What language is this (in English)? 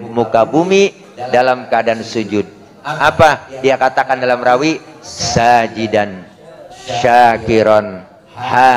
Betawi